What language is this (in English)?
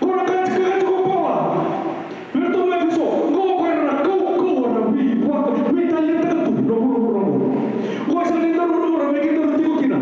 Fijian